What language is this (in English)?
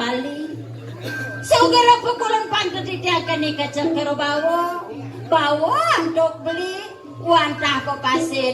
Balinese